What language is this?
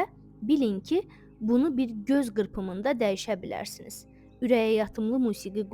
Azerbaijani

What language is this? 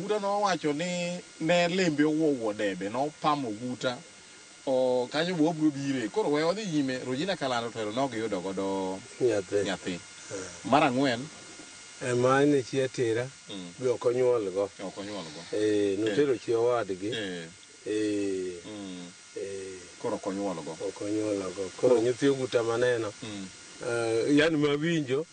Luo (Kenya and Tanzania)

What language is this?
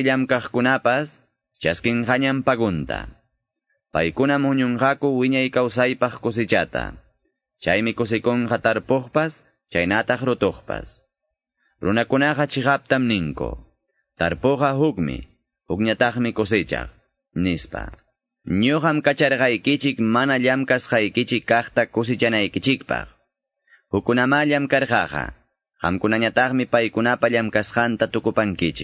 Quechua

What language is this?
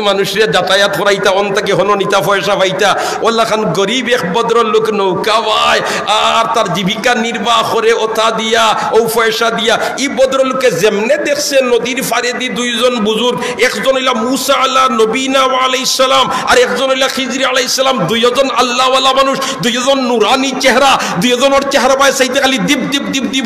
Sylheti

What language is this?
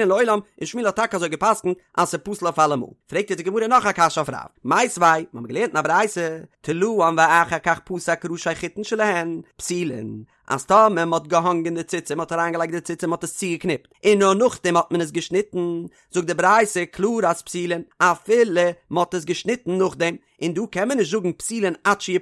Yiddish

